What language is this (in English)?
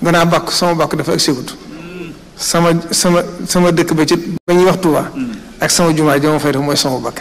Wolof